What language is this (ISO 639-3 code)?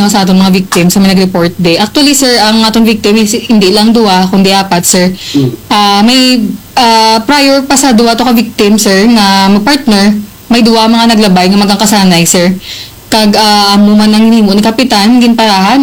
hil